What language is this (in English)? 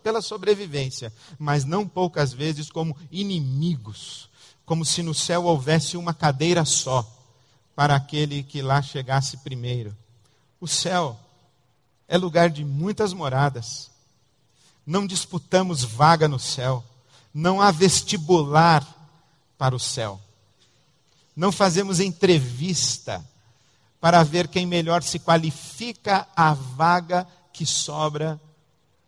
Portuguese